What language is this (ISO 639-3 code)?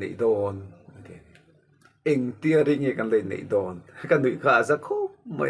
lus